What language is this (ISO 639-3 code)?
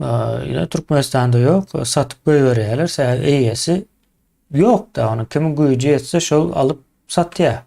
tuk